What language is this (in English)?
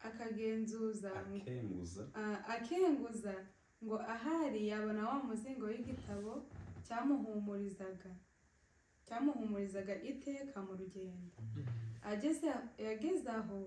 Kinyarwanda